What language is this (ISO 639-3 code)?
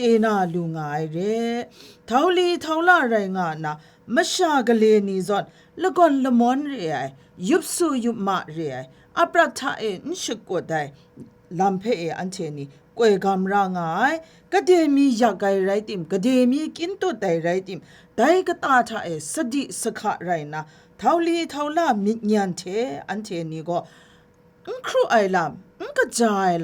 kac